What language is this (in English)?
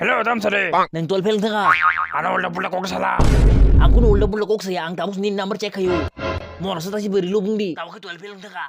Kok Borok